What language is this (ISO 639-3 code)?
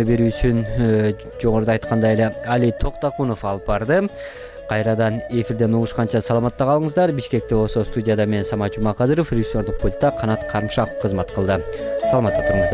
kir